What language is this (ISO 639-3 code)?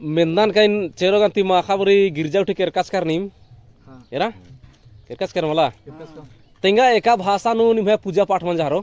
kru